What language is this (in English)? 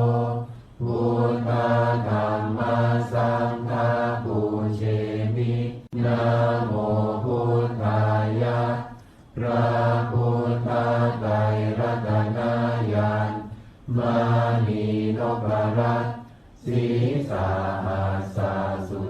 Pali